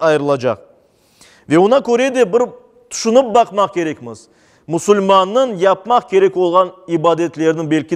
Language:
Crimean Tatar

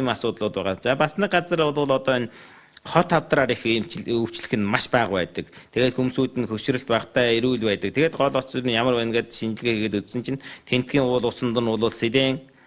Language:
Mongolian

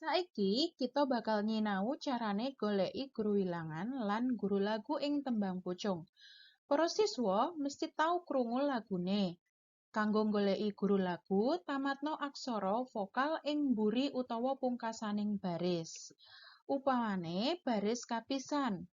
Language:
Javanese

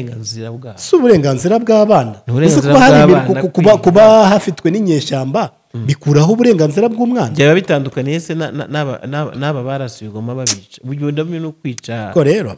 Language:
Kinyarwanda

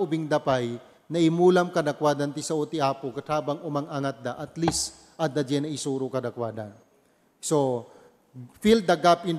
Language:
Iloko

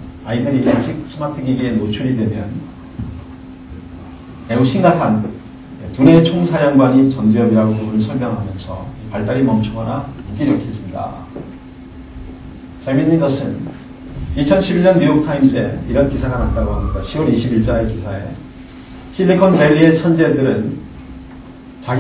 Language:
Korean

